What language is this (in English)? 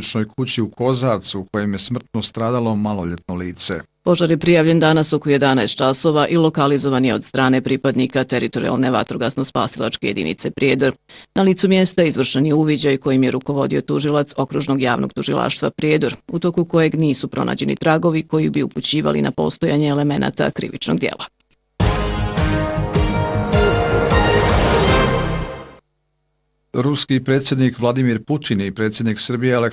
Bosnian